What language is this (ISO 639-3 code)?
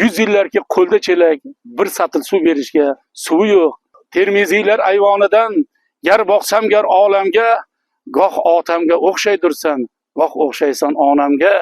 uzb